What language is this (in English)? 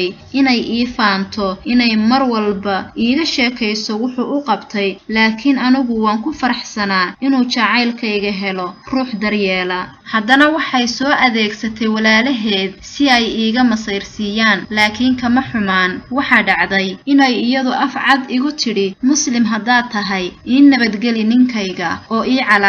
Somali